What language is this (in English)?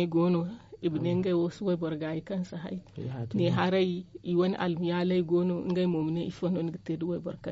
Zarma